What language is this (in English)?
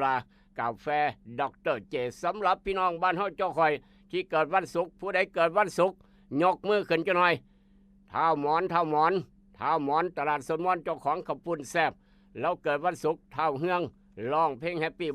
Northeastern Thai